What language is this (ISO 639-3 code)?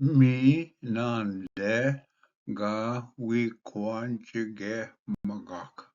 oji